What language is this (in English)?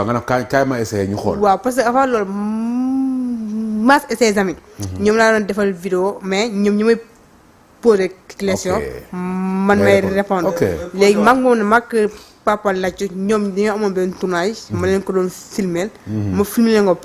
Wolof